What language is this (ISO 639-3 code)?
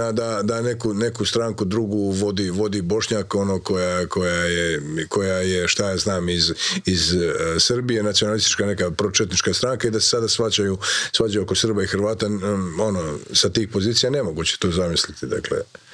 hrv